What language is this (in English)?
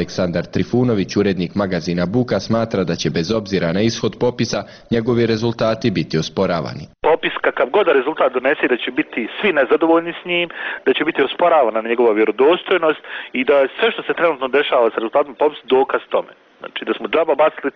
Bosnian